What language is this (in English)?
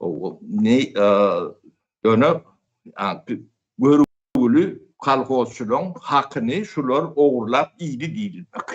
Turkmen